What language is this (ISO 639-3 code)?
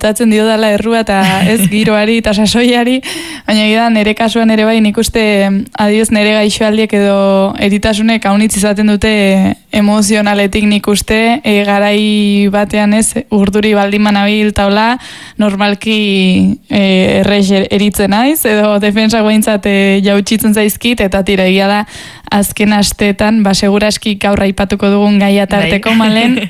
eus